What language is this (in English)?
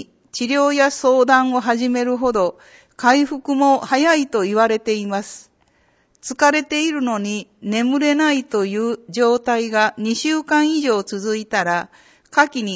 Japanese